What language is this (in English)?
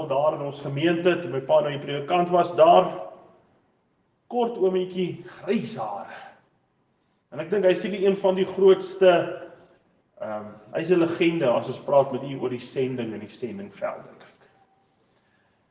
Afrikaans